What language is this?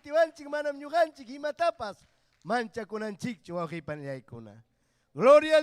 Ayacucho Quechua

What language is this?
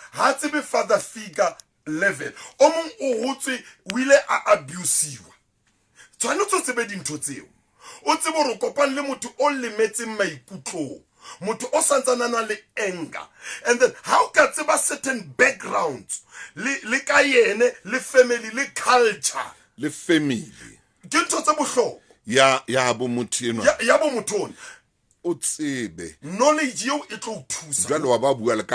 Southern Sotho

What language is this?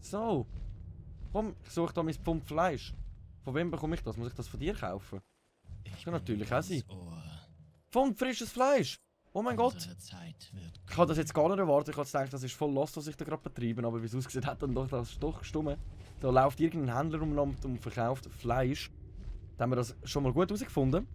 Swiss German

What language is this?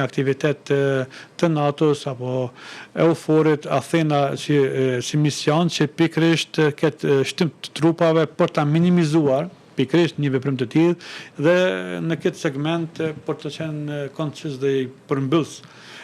Albanian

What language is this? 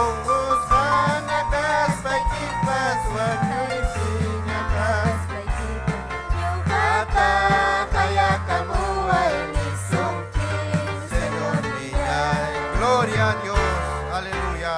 Ayacucho Quechua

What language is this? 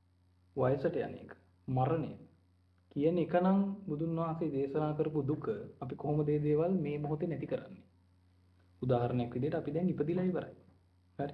Sinhala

